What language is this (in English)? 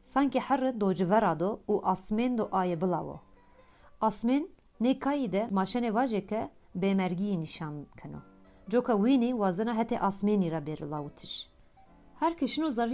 Kurdish